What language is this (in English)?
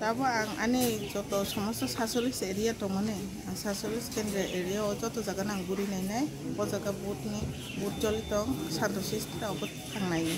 Kok Borok